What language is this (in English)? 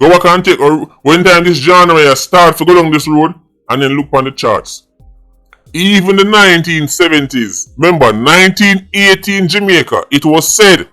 Jamaican Creole English